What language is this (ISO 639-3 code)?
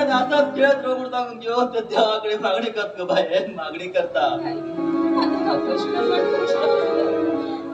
kok